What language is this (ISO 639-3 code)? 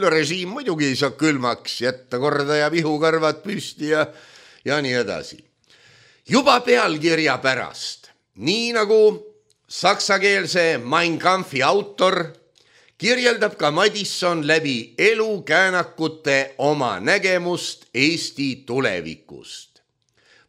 est